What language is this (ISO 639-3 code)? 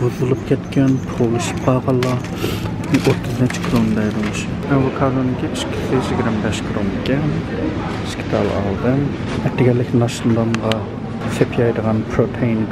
uig